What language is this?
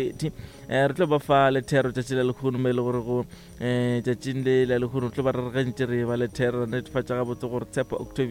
Northern Sotho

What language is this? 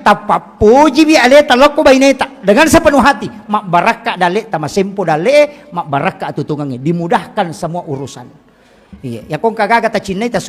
Buginese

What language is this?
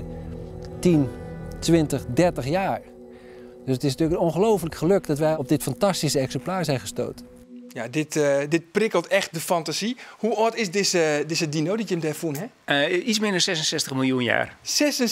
Western Frisian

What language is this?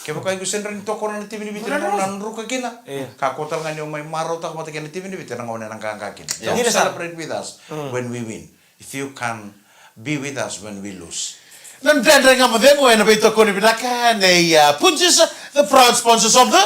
Fijian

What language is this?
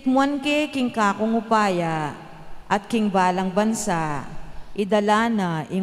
Pampanga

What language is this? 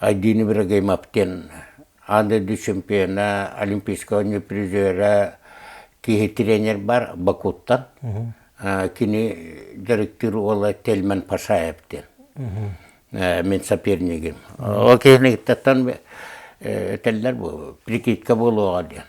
Yakut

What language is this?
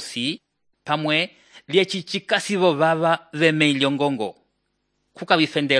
Umbundu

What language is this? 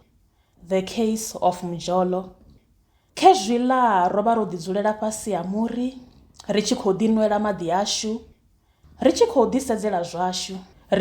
Venda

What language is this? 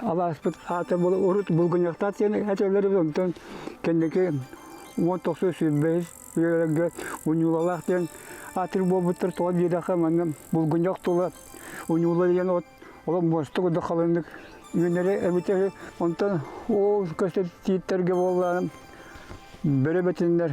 Yakut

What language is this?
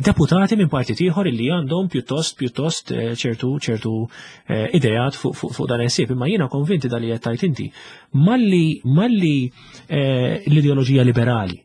Maltese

